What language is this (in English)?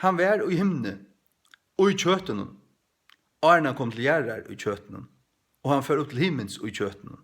Faroese